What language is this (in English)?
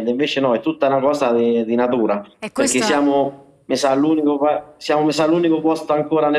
Italian